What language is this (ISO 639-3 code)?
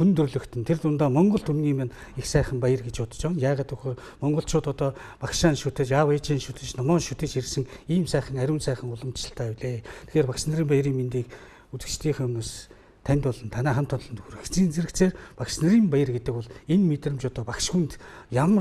mon